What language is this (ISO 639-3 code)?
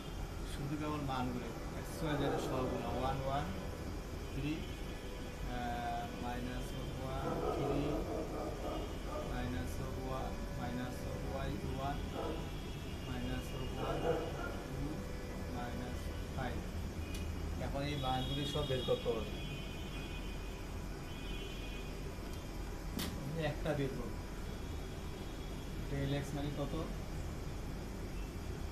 ben